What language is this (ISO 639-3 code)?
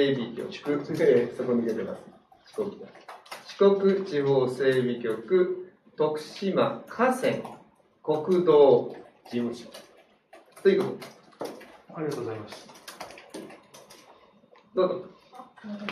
jpn